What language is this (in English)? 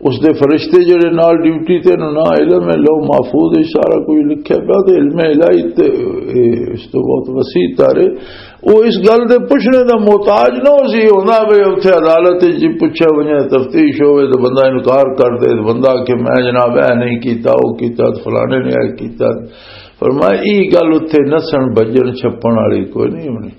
Western Panjabi